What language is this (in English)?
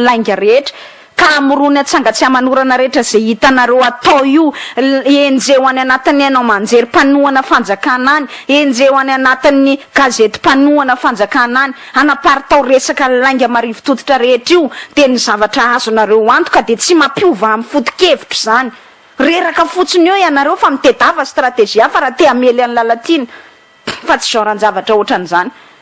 Malagasy